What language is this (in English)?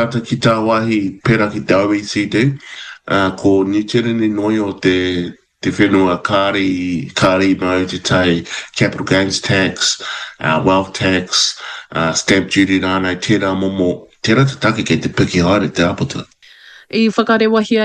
Māori